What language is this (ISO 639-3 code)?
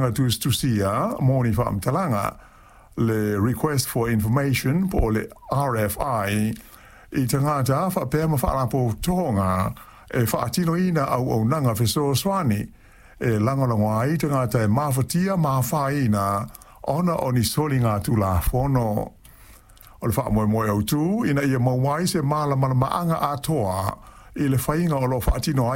smo